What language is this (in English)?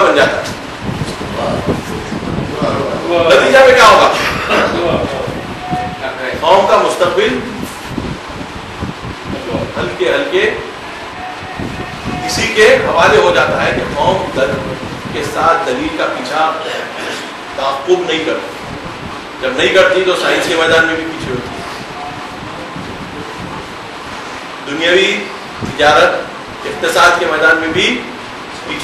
Urdu